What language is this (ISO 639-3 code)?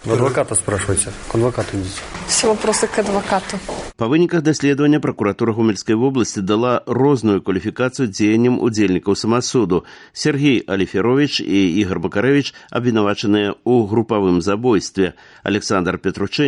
bel